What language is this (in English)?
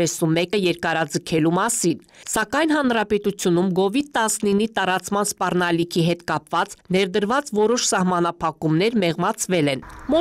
Armenian